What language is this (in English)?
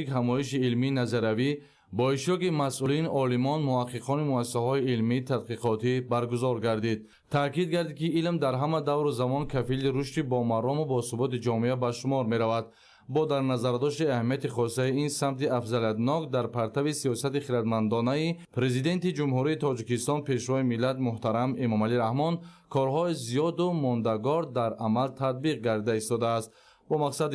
Tajik